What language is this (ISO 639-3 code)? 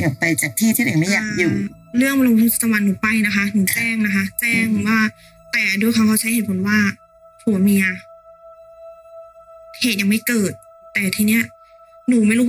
tha